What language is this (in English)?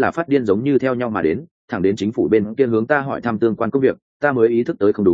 Vietnamese